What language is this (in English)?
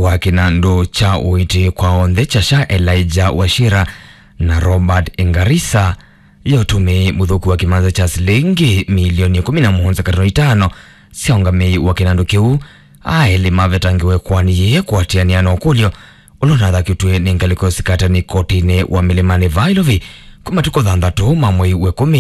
Kamba